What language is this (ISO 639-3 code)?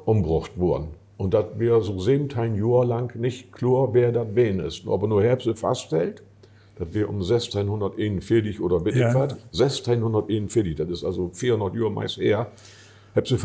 nds